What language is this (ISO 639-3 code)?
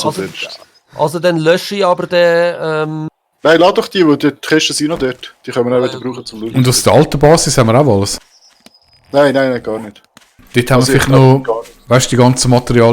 gsw